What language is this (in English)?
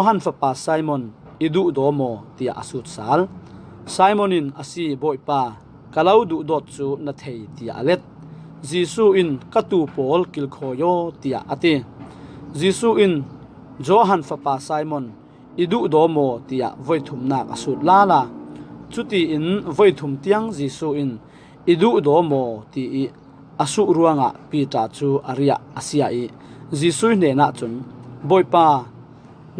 Falam Chin